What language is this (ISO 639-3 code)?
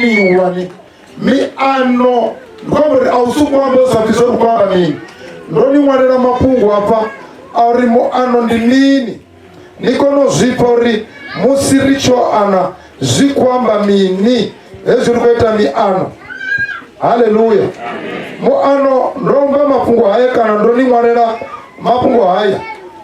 ven